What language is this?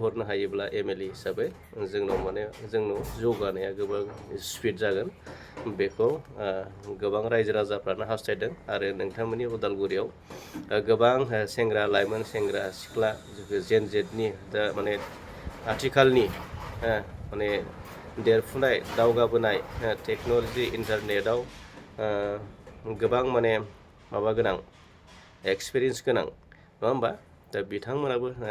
Bodo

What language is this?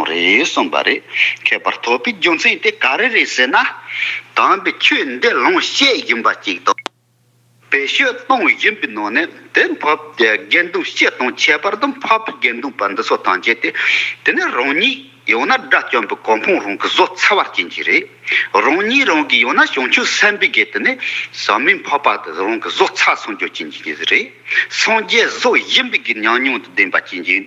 Tibetan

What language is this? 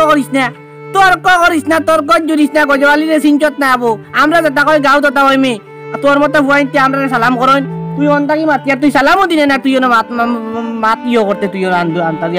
Sylheti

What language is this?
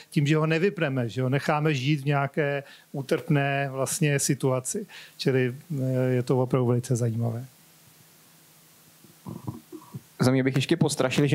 Czech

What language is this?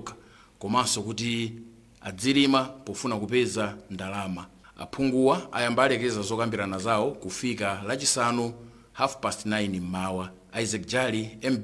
Nyanja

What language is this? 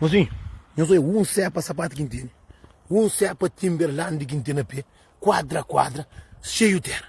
Kabuverdianu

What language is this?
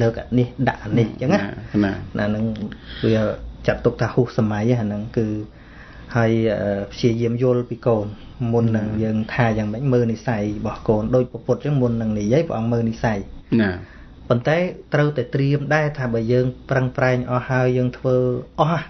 Khmer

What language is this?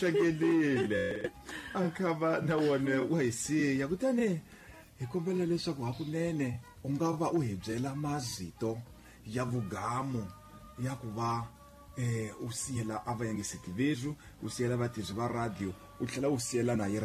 Tsonga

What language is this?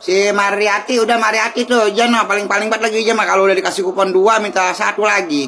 Betawi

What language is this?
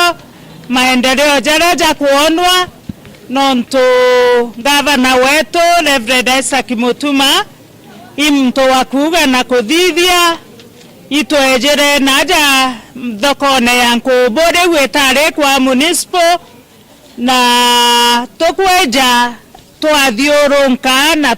Meru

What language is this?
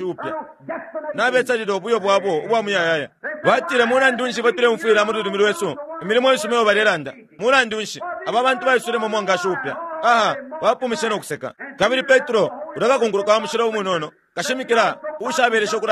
Bemba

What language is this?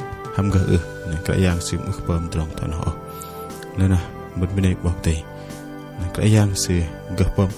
Bahnar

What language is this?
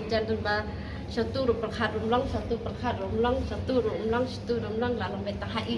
Khasi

